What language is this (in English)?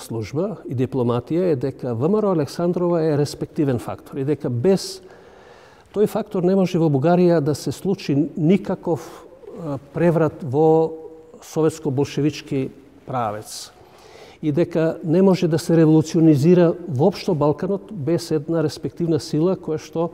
Macedonian